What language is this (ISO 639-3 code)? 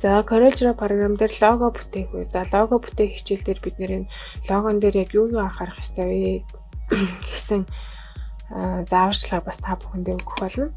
mon